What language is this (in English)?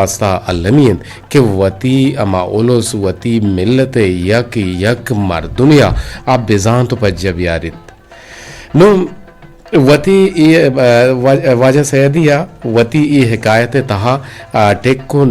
Eastern Balochi